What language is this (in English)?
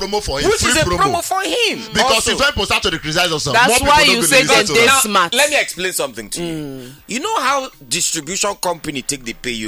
Nigerian Pidgin